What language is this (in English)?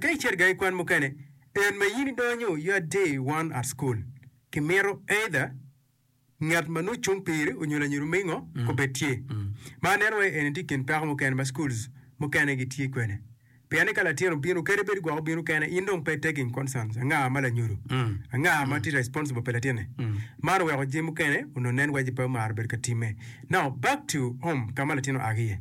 Acoli